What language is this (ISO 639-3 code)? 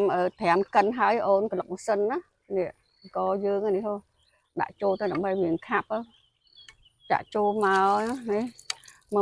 khm